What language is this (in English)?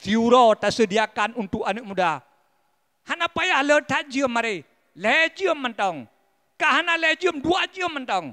Achinese